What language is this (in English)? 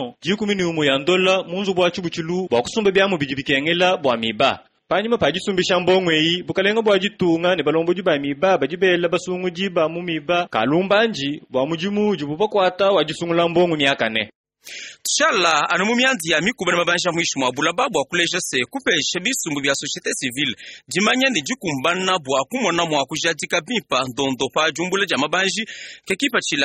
Luba-Lulua